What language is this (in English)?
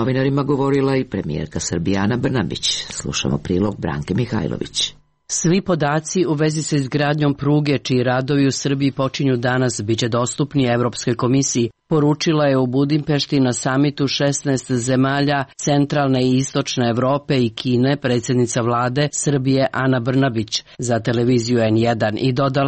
Serbian